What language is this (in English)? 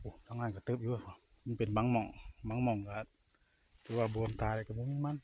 Northeastern Thai